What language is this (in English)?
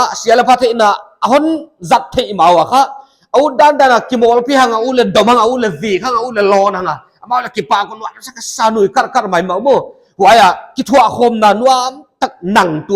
Paite Chin